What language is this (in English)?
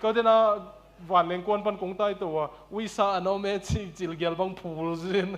Tedim Chin